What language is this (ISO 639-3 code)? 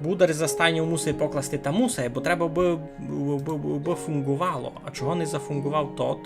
rue